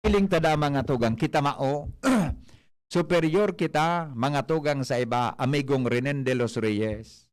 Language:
Bikol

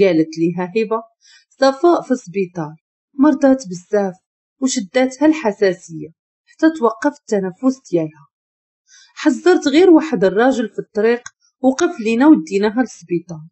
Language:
Moroccan Arabic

